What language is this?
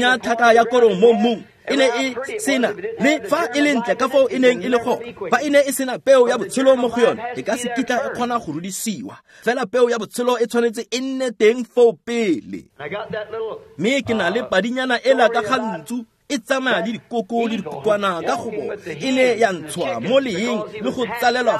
Tswana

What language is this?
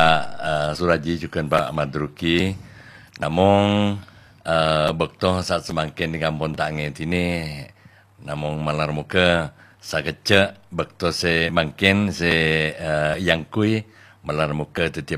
Madurese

